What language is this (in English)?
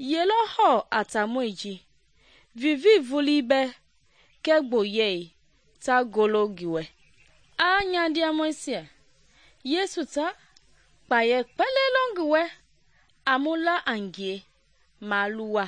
Mende